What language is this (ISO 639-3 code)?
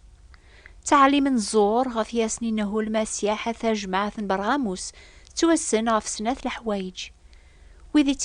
kab